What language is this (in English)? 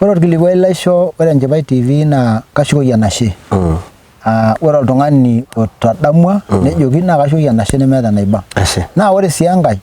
Masai